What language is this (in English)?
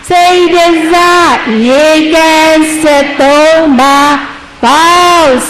Burmese